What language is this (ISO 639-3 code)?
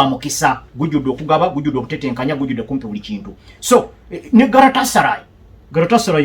lug